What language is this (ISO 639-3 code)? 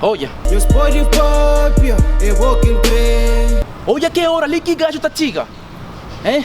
kea